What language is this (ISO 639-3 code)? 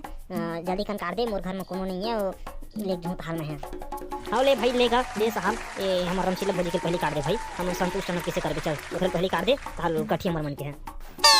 hne